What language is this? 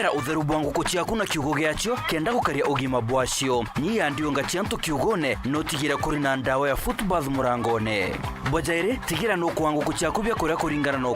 Meru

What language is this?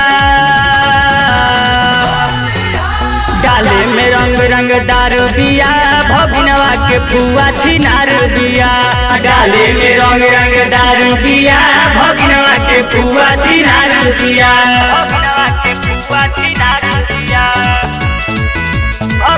Bhojpuri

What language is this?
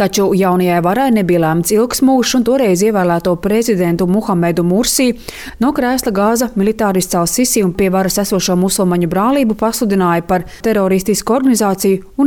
Latvian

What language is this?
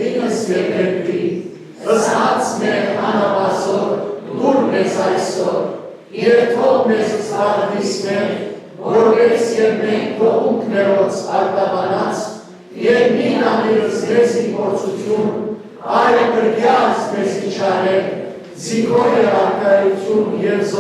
Western Armenian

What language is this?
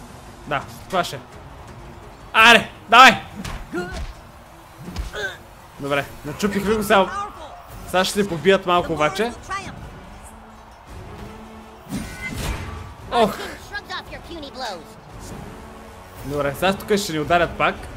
Bulgarian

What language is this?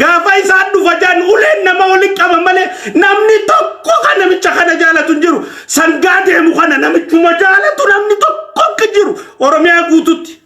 Oromo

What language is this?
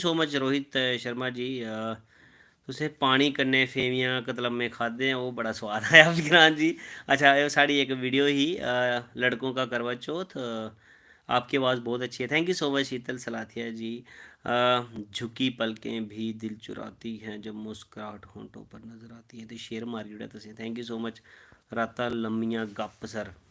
Dogri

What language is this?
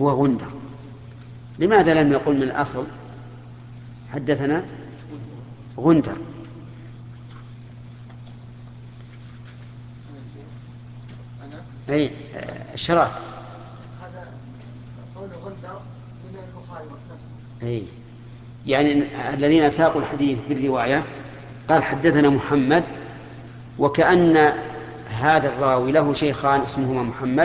Arabic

